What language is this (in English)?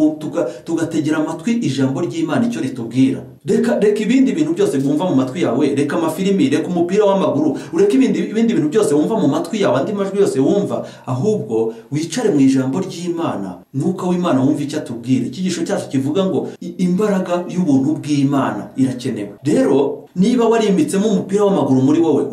Kinyarwanda